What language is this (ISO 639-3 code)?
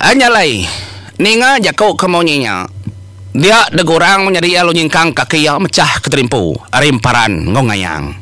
iba